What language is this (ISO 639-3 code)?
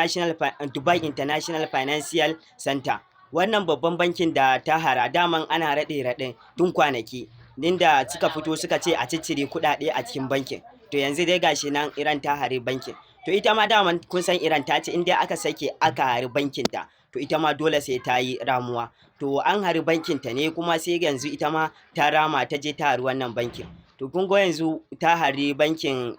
hau